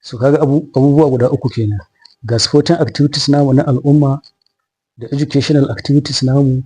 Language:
Hausa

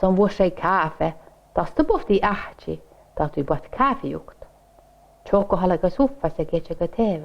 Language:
Northern Sami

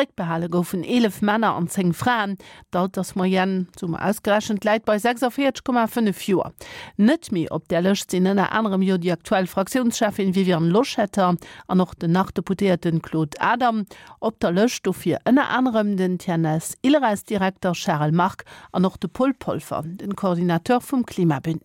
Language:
Luxembourgish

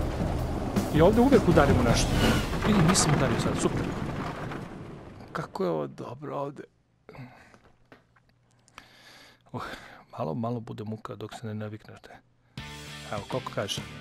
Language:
Croatian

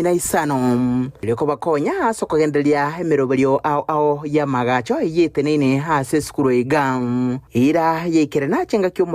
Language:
Gusii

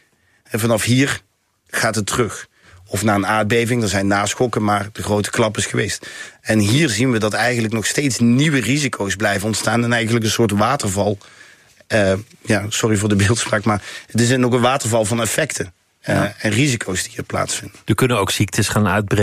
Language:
Dutch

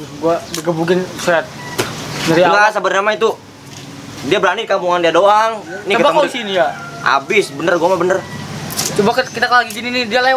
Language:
Betawi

